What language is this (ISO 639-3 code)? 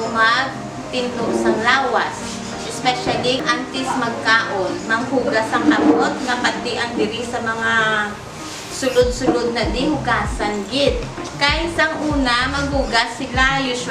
hil